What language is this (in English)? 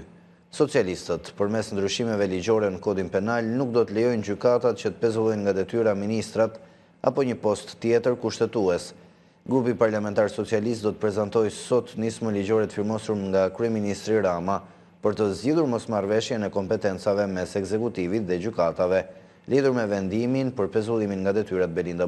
Albanian